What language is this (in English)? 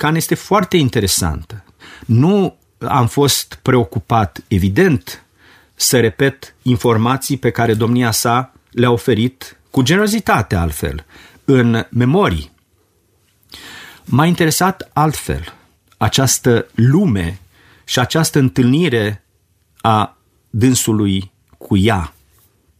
Romanian